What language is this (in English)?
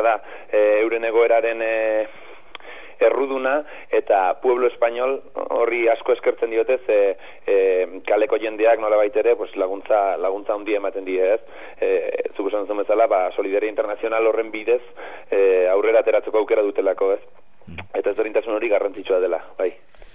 Basque